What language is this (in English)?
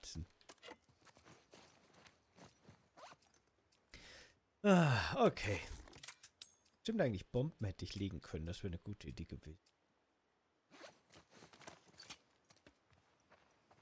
German